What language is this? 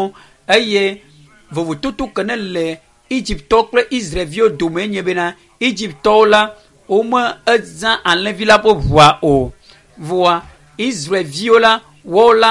Ewe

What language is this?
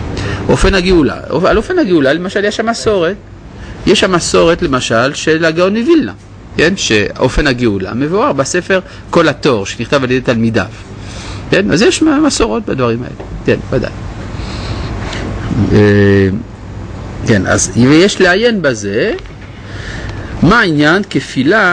Hebrew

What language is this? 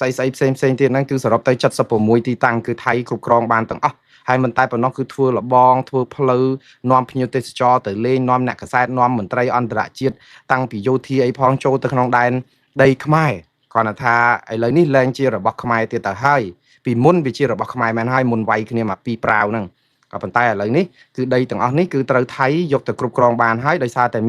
Khmer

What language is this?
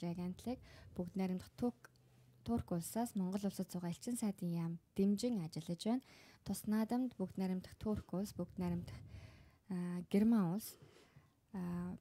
Mongolian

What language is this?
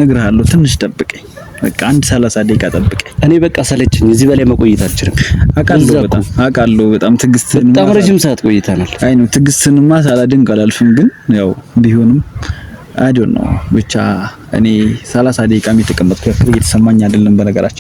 Amharic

